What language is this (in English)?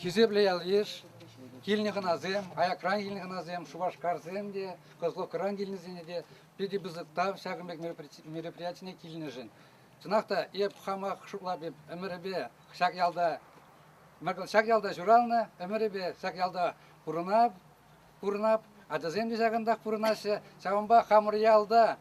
Chuvash